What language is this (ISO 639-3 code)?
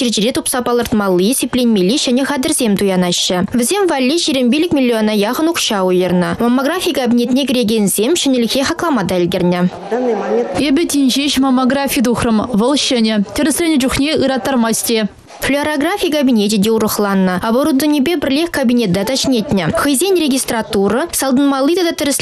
chv